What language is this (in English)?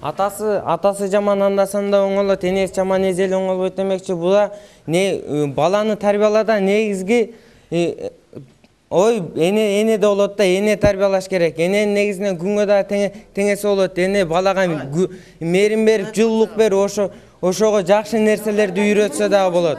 Kyrgyz